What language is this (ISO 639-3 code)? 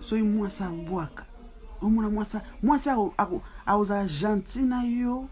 lin